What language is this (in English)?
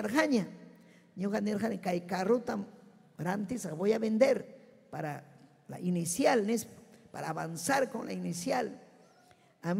Ayacucho Quechua